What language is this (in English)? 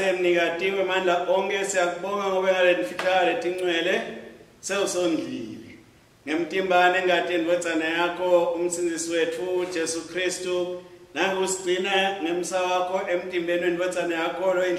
Swati